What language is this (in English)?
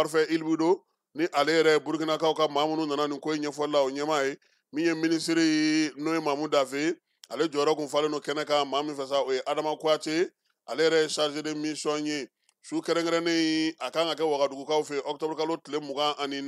Bambara